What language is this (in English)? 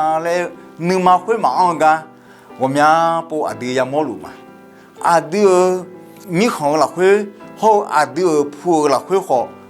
Akha